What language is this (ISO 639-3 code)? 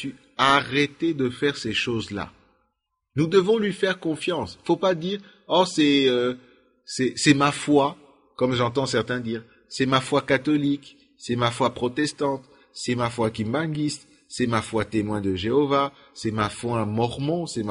fra